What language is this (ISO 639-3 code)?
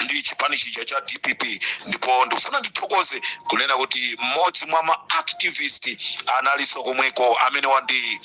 nya